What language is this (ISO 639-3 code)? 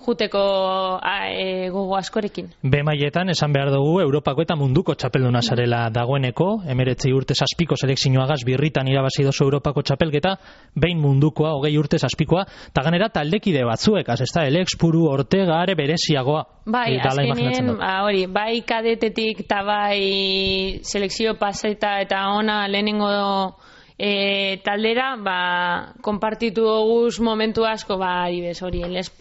eus